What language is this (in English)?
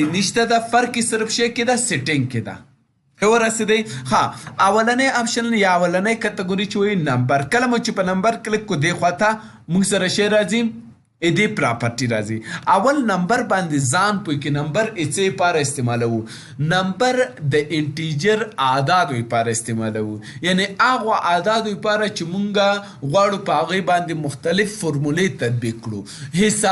Pashto